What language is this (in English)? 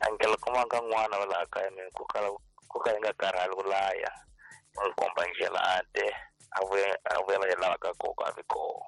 Tsonga